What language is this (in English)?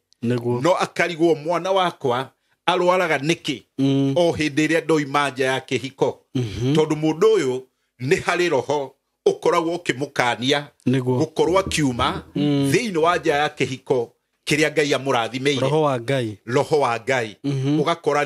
Kikuyu